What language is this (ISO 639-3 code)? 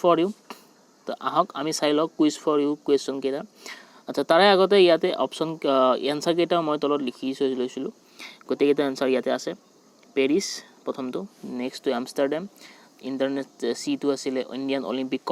asm